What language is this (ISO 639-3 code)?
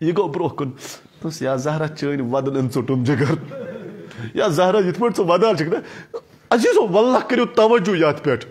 kas